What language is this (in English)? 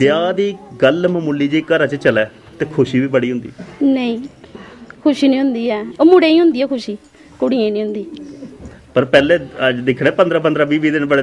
Dogri